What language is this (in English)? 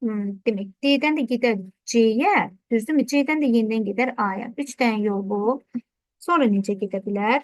Azerbaijani